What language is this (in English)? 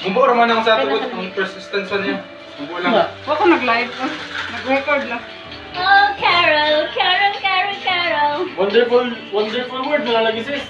Cebuano